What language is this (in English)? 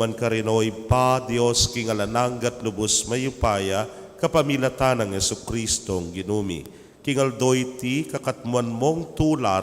Pampanga